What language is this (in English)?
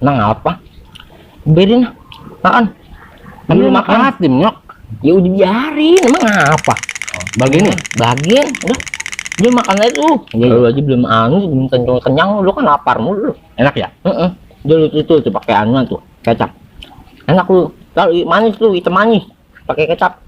Betawi